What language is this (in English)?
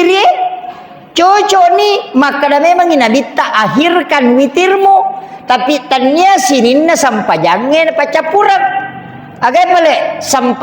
Buginese